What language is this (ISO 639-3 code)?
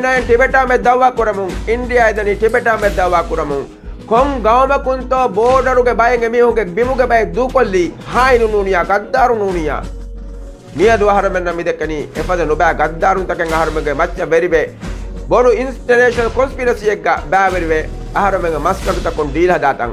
div